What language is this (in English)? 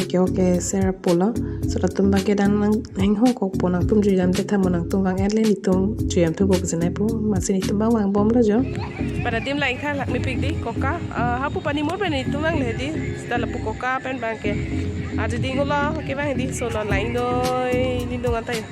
Karbi